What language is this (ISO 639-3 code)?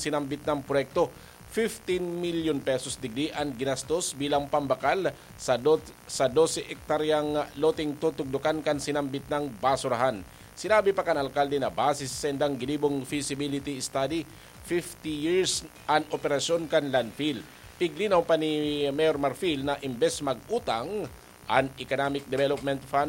bik